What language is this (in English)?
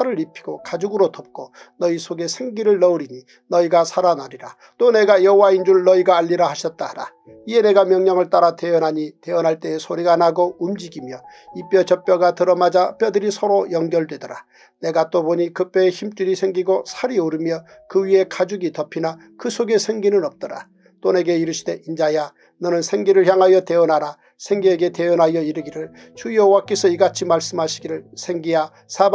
Korean